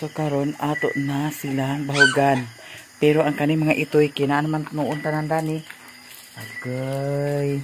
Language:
Cebuano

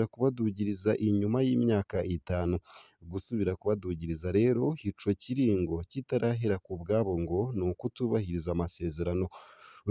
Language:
Rundi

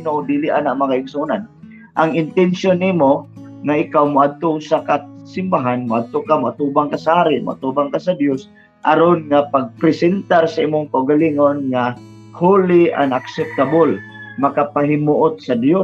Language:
Cebuano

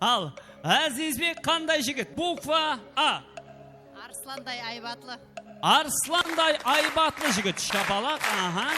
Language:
Kara-Kalpak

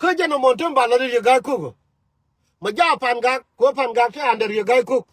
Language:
Nuer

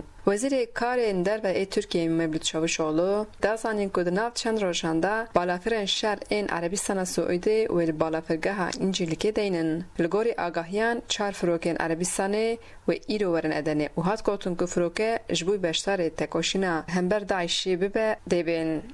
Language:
Kurdish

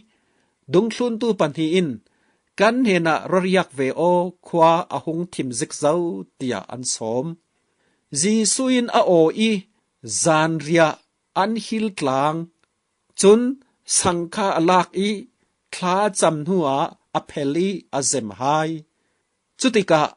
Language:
Falam Chin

